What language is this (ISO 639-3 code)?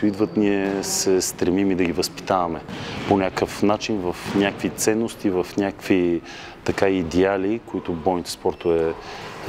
bul